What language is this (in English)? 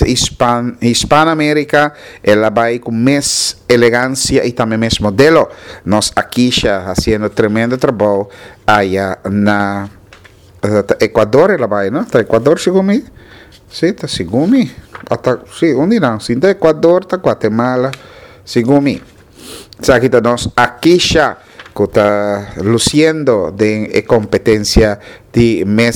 Papiamento